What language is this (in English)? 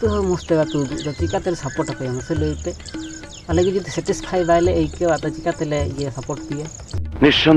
Santali